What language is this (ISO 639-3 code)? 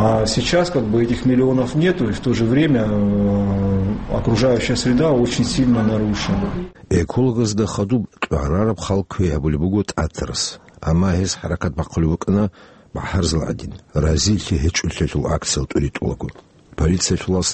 ava